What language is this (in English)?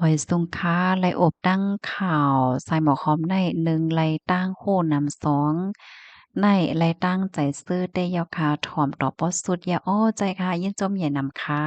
Shan